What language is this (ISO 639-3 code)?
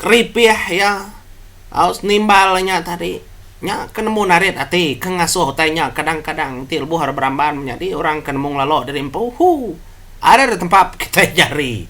iba